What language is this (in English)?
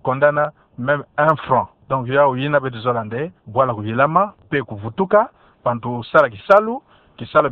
Kituba (Democratic Republic of Congo)